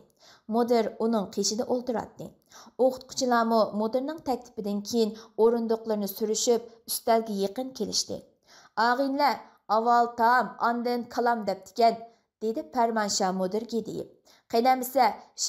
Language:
Uyghur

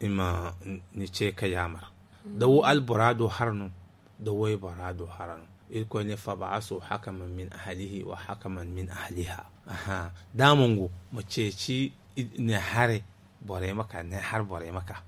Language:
Zarma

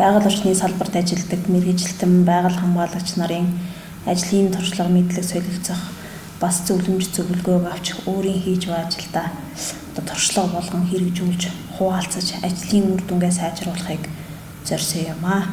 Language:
Mongolian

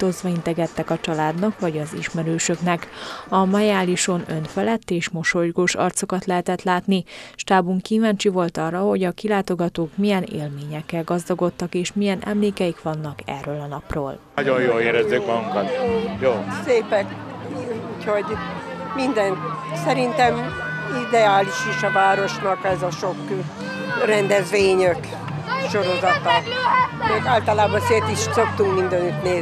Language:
Hungarian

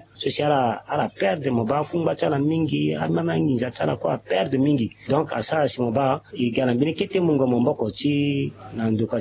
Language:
Sango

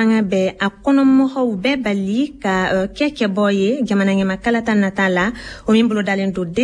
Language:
Bambara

